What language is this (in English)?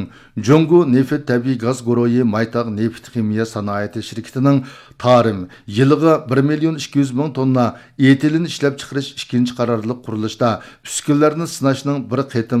Uyghur